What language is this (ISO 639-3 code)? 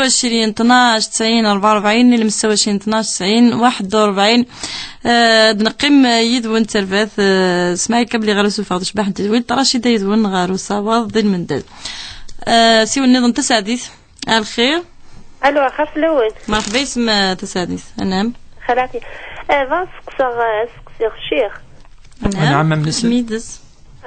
kab